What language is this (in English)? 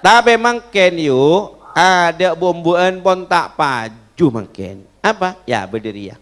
Madurese